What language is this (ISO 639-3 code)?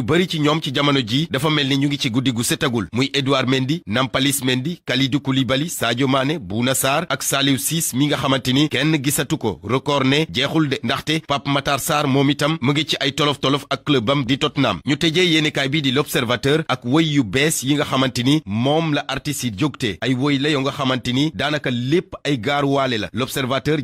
wol